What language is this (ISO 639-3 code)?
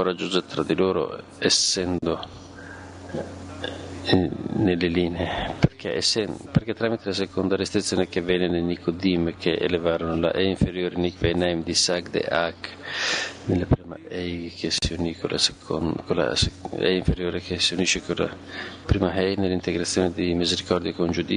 ita